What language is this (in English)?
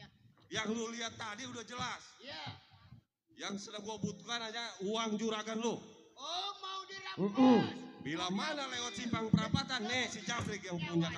Betawi